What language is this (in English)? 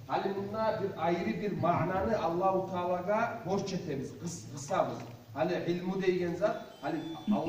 Kumyk